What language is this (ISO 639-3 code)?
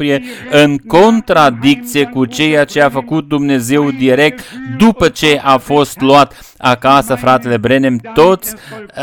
ron